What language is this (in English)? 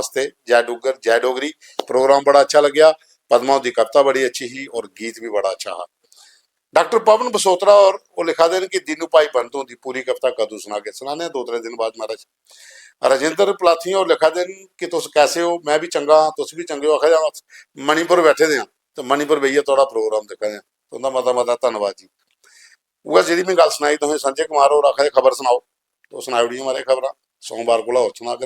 Dogri